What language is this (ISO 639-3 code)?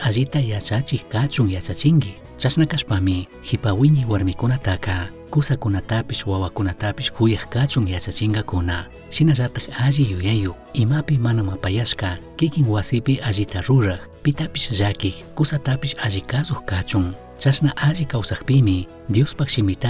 qug